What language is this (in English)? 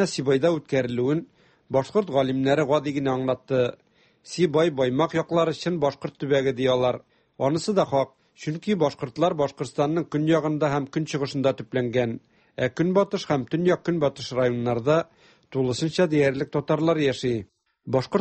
Tatar